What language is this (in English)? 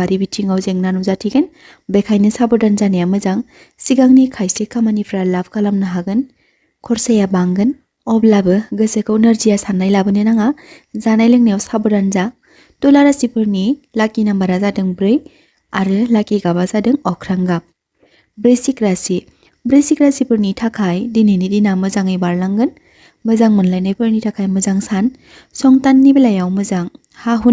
Bodo